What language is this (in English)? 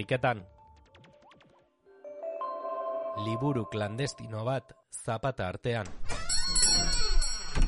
Basque